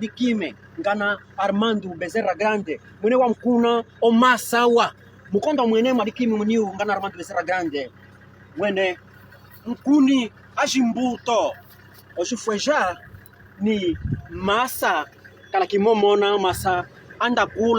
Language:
Kimbundu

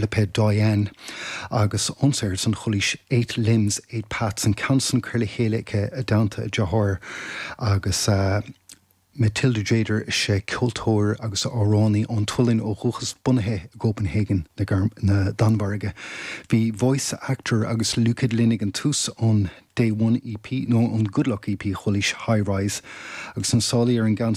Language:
Irish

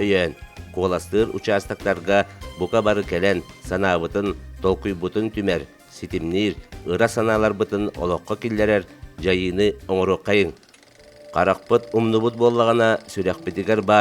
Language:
Yakut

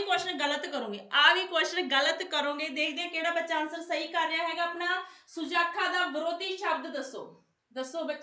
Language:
Punjabi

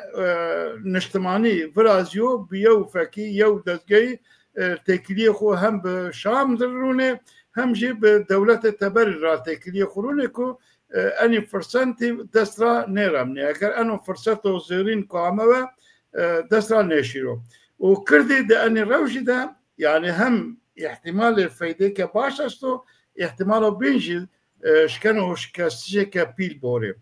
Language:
Zaza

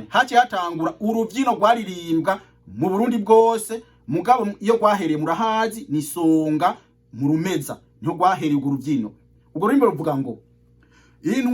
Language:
Rundi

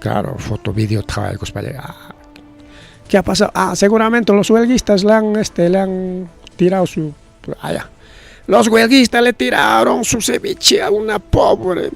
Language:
Ayacucho Quechua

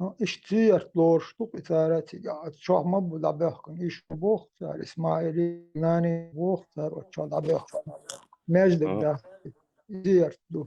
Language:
Chechen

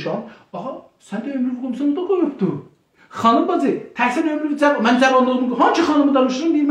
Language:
South Azerbaijani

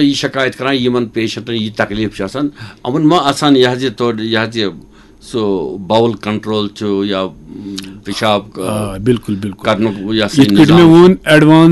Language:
Kashmiri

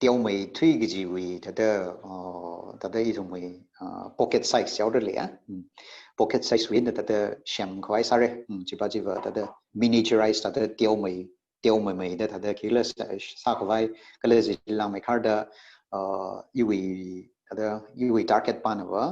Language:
Tangkhul Naga (India)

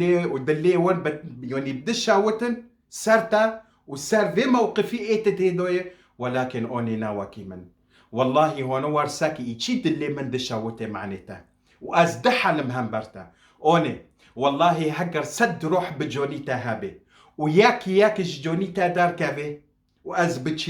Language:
Kurdish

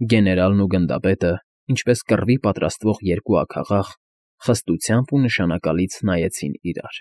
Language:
Armenian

